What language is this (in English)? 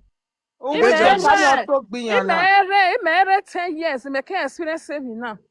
Nigerian Pidgin